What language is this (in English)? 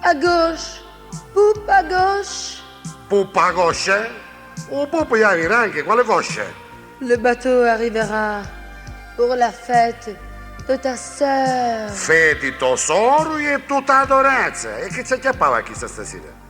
Neapolitan